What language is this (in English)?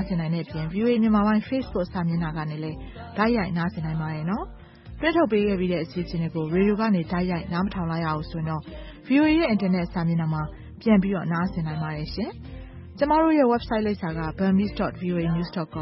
Burmese